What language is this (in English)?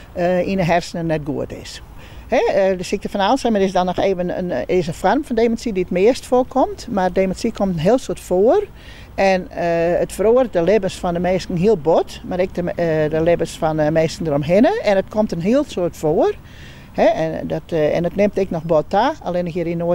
Western Frisian